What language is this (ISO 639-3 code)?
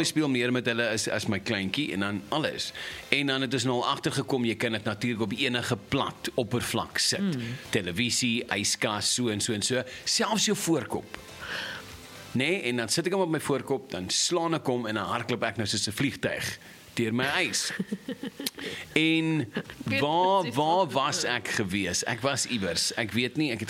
afr